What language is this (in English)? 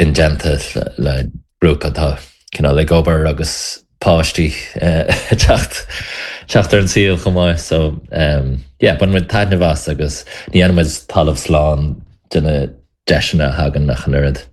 Irish